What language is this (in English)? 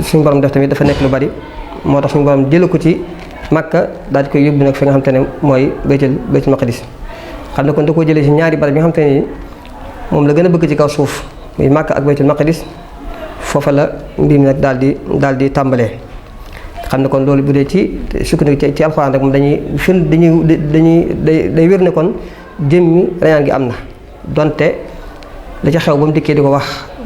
Wolof